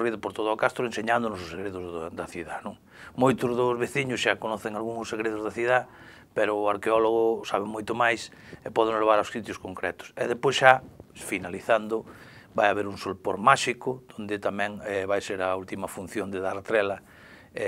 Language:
Galician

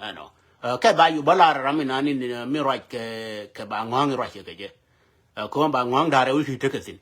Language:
Nuer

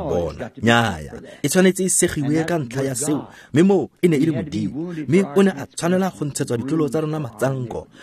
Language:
Tswana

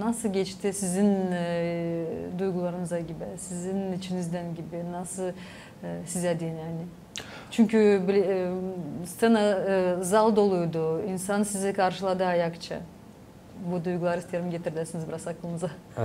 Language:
Gagauz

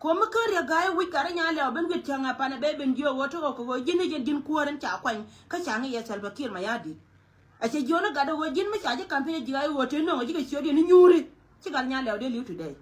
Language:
Nuer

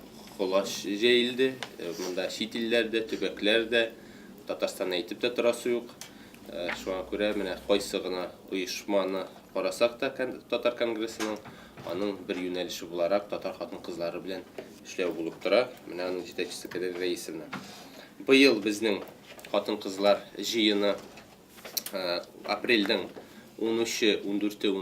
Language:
Tatar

